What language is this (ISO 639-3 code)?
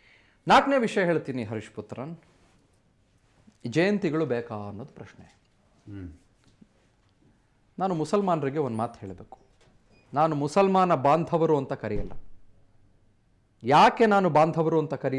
kan